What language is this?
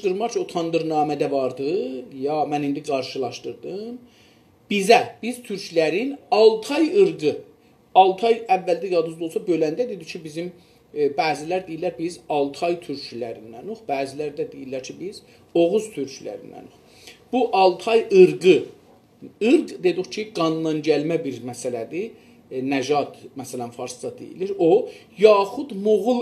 South Azerbaijani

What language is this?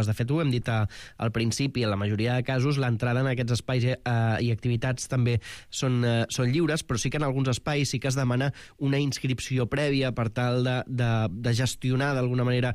Catalan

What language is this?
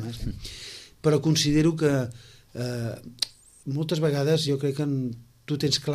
Catalan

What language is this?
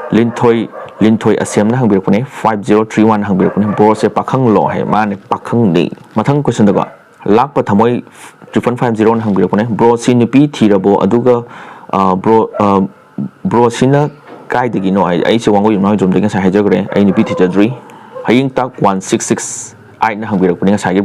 Manipuri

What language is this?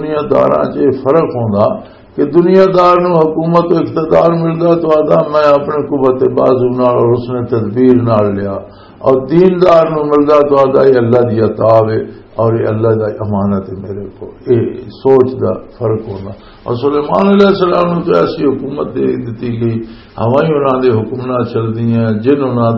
Western Panjabi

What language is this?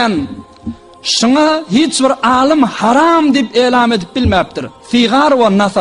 Turkmen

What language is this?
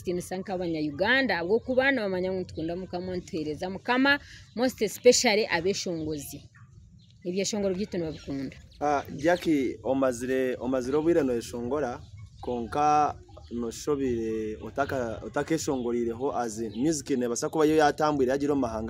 Nyankole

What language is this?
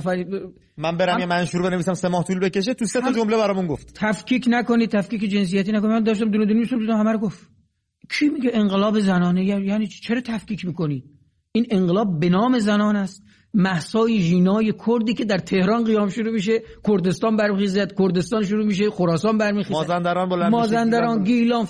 Persian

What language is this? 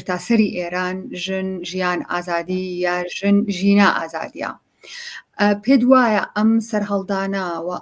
Central Kurdish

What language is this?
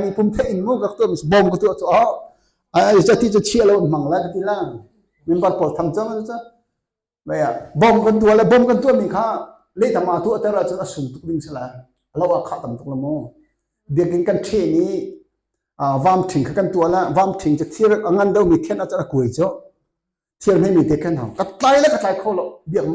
Hakha Chin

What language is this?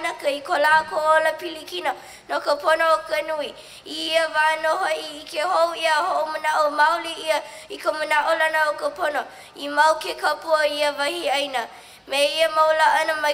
Hawaiian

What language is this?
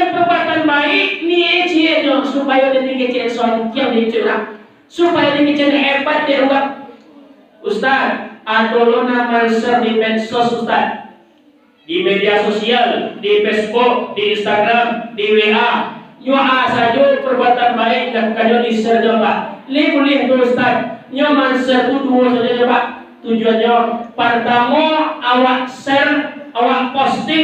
Minangkabau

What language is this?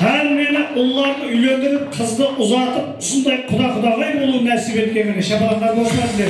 Kara-Kalpak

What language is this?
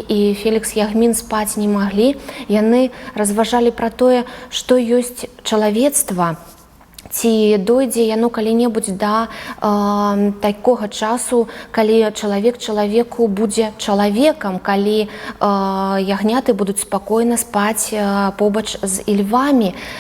Belarusian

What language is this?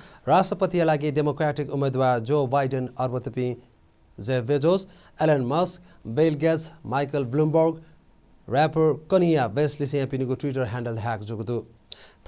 Newari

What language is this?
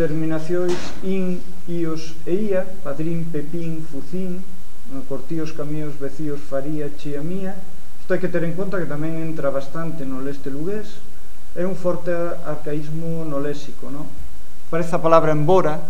Galician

